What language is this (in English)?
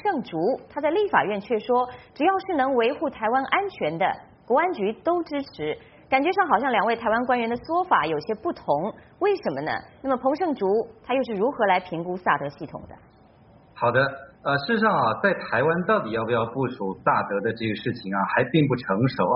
Chinese